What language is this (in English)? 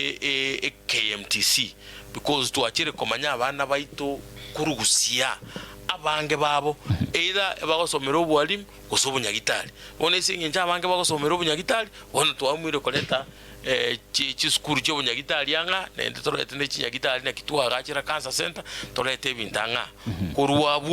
Gusii